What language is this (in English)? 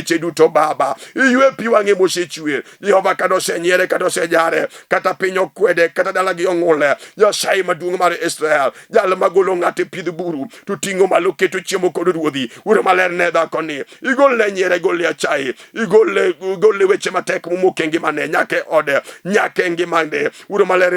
Luo (Kenya and Tanzania)